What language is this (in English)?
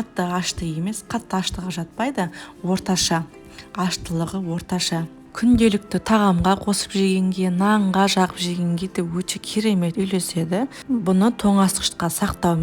Kazakh